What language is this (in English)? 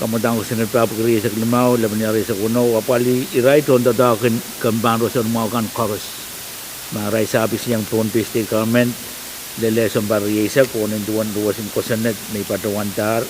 Pohnpeian